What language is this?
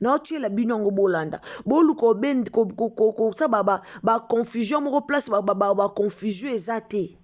Lingala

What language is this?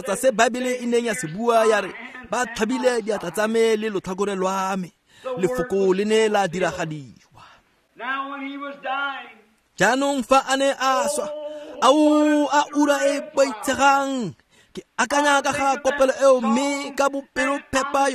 Tswana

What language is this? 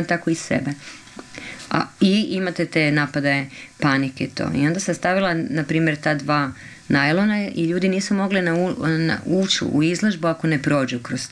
Croatian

